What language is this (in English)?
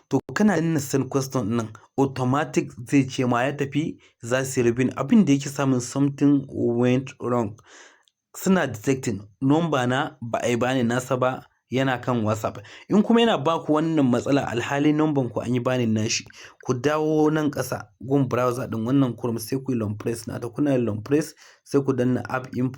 Hausa